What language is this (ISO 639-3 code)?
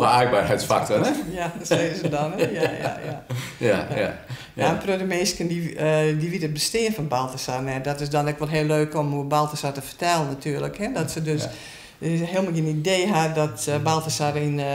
fry